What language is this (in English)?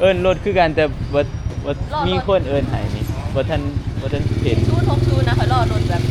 Northeastern Thai